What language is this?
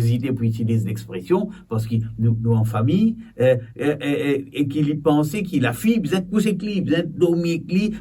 Morisyen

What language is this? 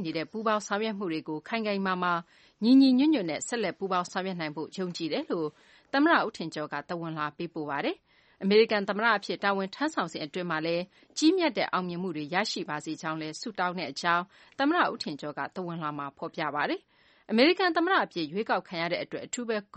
Burmese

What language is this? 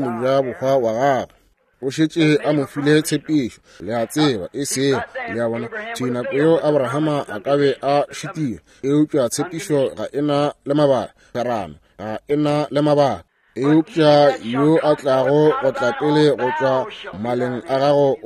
Northern Sotho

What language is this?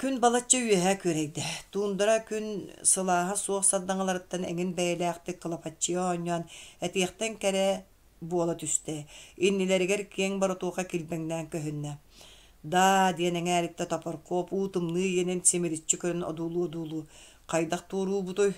Yakut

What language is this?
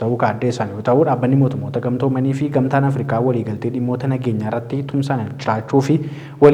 Oromo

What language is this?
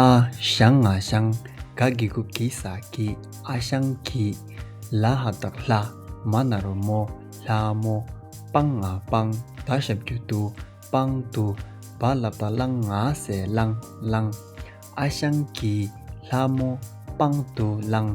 Tibetan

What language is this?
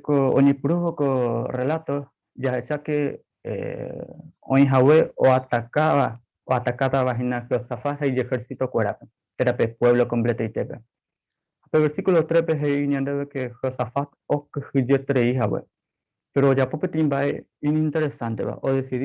Guarani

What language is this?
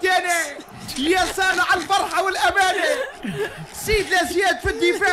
Tunisian Arabic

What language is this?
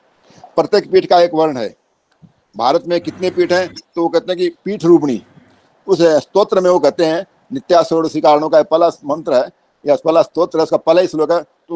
Hindi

